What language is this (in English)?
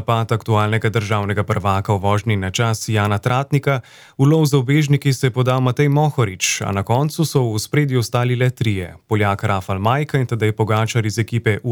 Slovenian